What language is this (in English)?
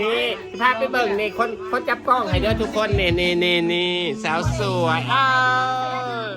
Northeastern Thai